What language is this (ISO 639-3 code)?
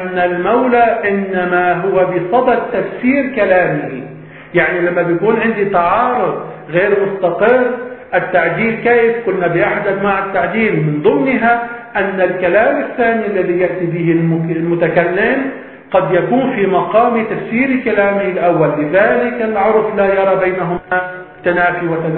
ara